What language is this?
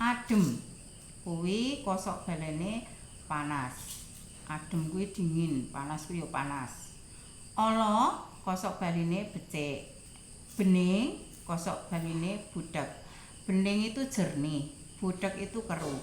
Javanese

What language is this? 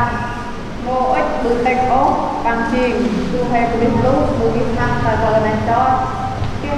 Central Mnong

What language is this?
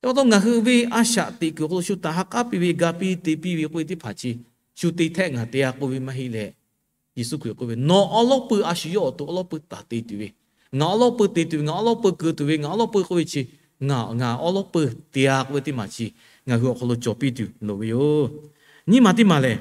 Lahu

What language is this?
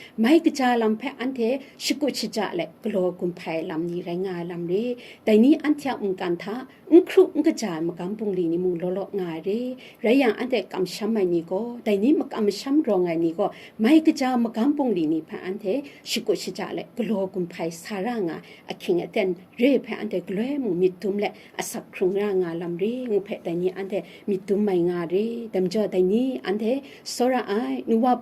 Kachin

